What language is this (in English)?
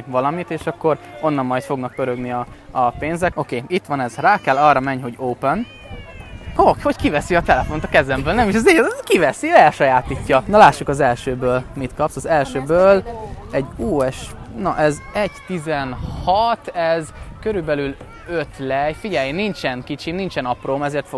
Hungarian